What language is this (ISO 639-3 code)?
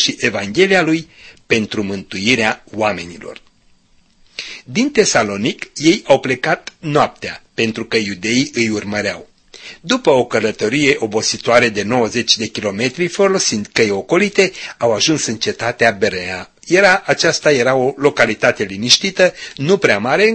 ron